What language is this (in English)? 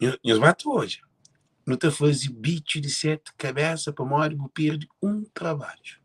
Kabuverdianu